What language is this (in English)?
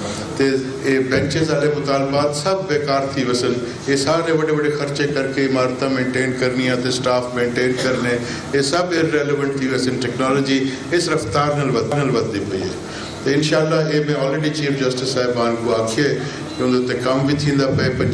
Saraiki